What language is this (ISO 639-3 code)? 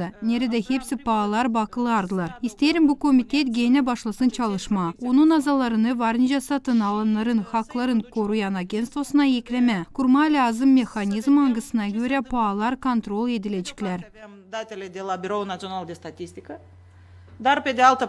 gag